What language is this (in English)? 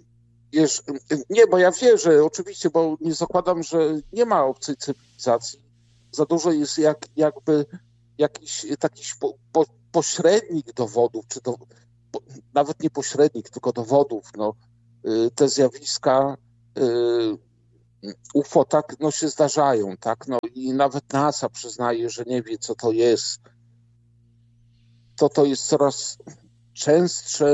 Polish